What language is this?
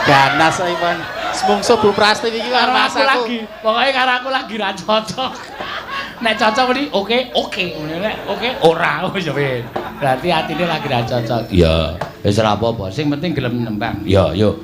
Javanese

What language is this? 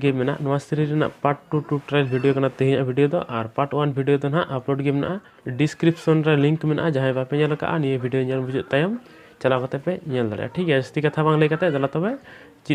Santali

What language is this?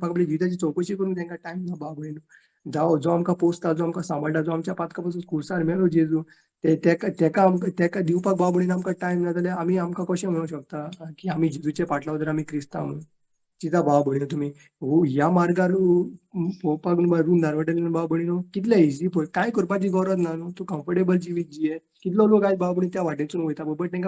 Konkani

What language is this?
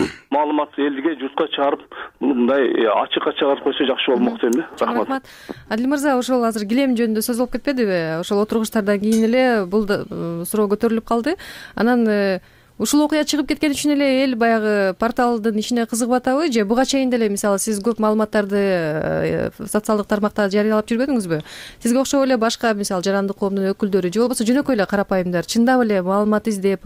Kyrgyz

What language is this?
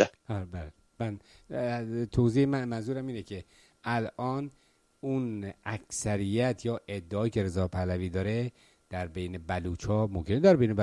Persian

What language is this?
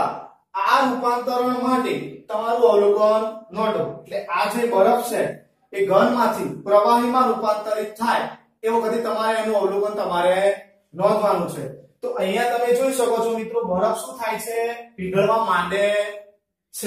Gujarati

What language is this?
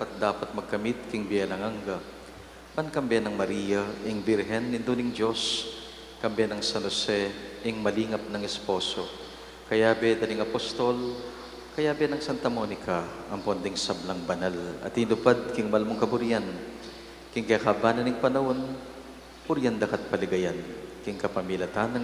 Pampanga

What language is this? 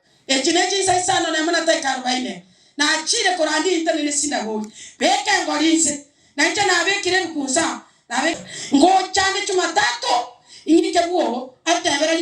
Gusii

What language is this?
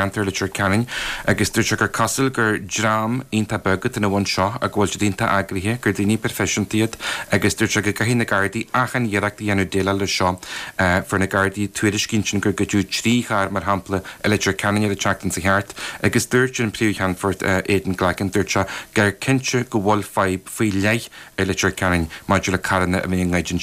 Irish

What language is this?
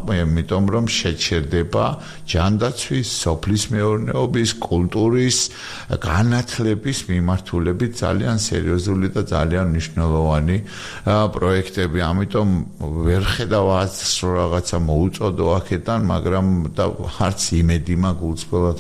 Georgian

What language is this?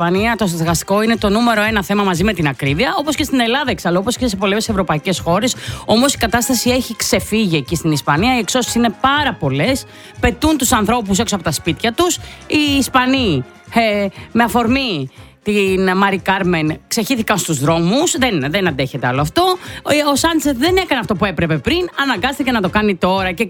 Greek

